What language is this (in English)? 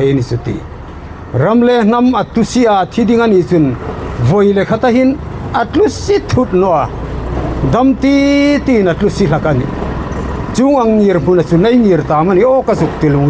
Hmar